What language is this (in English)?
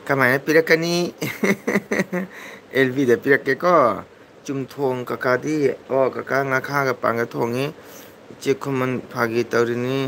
Manipuri